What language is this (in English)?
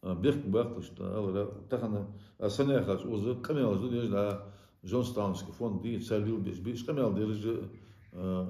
Ingush